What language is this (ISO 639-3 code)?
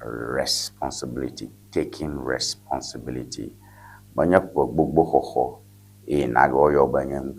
ewe